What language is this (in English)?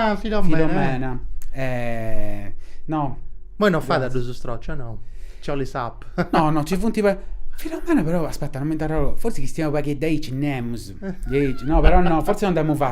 Sardinian